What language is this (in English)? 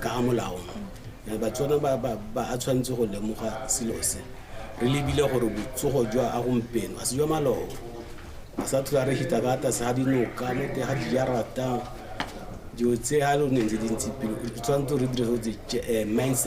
Tswana